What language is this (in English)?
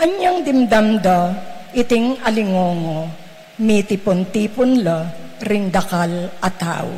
Pampanga